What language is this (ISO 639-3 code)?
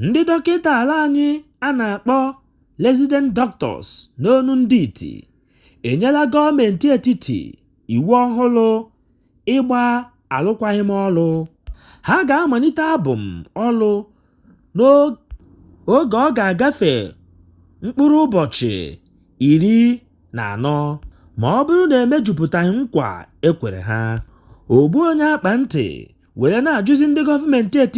ibo